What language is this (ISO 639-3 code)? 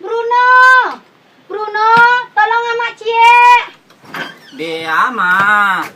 min